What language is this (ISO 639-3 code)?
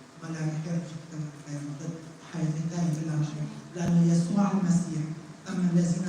kur